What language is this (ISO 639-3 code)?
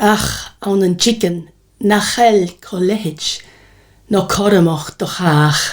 gla